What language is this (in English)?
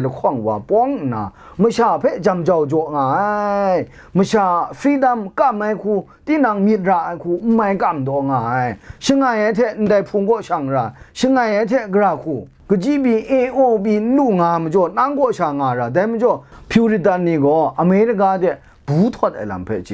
Kachin